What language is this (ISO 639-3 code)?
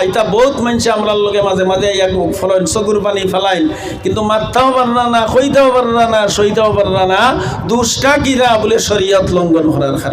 syl